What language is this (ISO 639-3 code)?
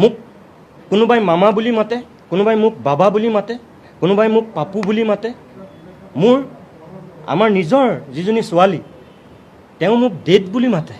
asm